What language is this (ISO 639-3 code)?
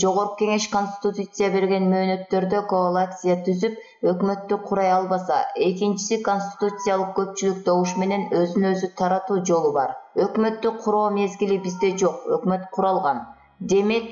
kir